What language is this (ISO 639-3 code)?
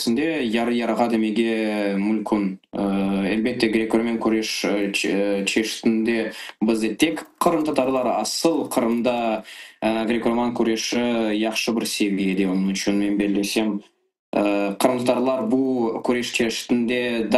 crh